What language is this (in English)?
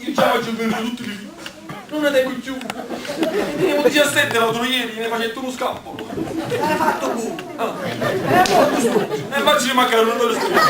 Neapolitan